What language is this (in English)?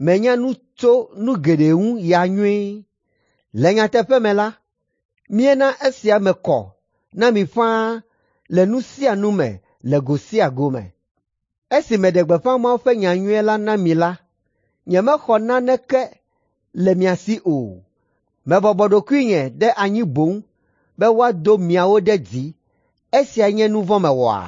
Ewe